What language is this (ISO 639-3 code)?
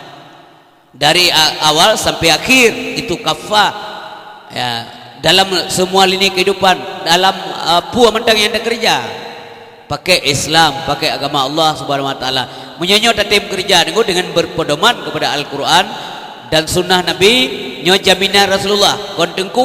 ace